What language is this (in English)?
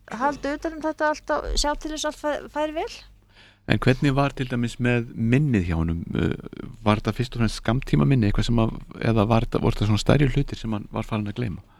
Icelandic